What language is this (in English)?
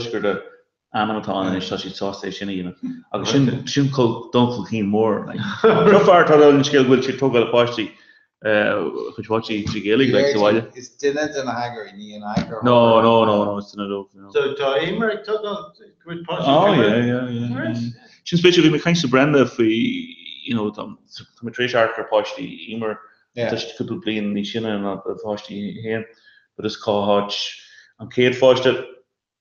Irish